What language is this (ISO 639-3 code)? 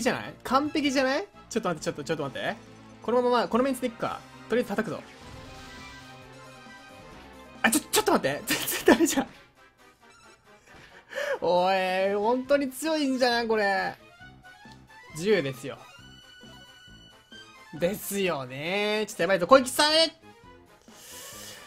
jpn